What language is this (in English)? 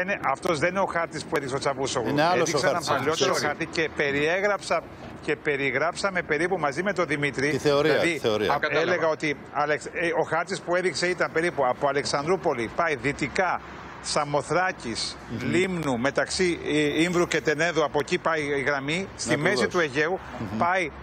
Greek